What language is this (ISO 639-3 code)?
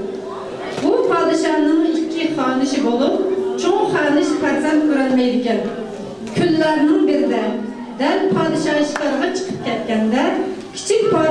uig